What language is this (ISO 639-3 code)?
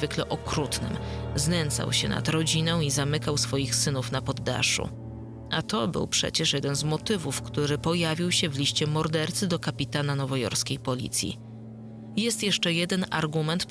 pol